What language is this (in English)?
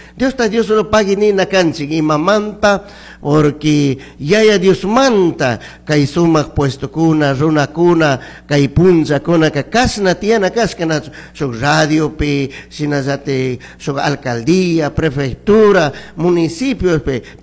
Chimborazo Highland Quichua